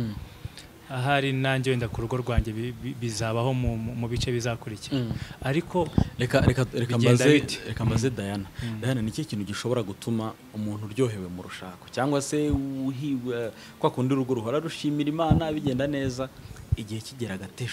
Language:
Kinyarwanda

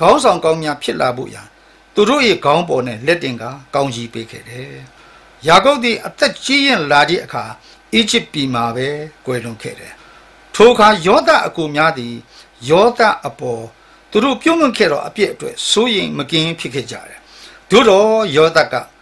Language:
Burmese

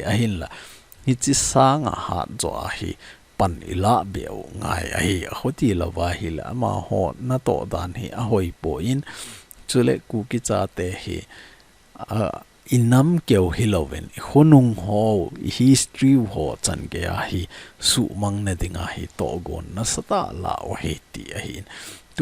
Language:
Thado Chin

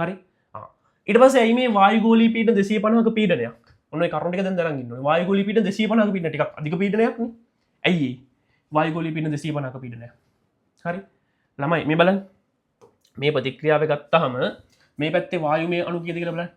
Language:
Sinhala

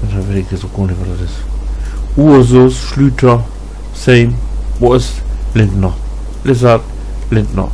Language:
Low German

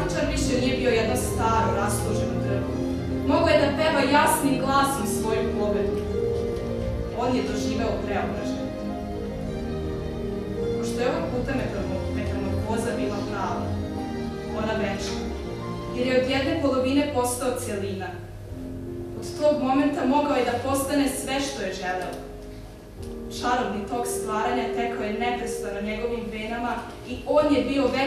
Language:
Serbian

